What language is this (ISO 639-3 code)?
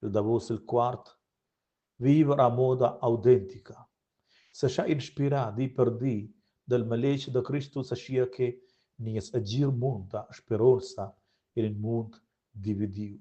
roh